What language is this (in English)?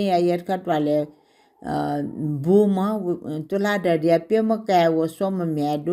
Newari